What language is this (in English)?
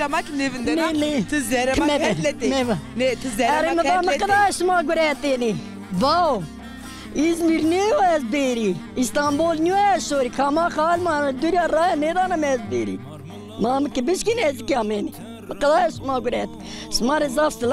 Zaza